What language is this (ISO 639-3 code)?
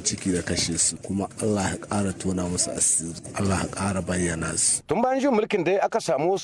hau